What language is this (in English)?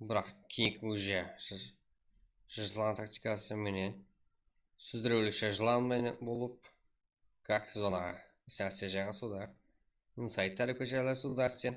Kara-Kalpak